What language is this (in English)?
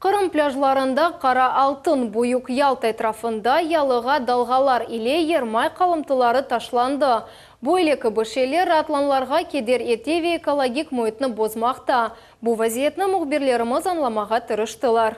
Crimean Tatar